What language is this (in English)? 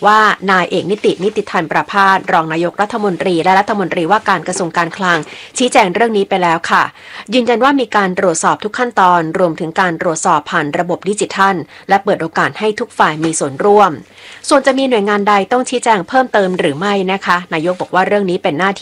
Thai